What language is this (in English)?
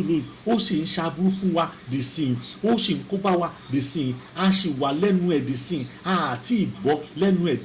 Yoruba